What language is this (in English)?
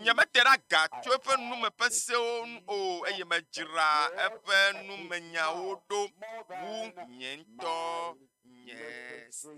Ewe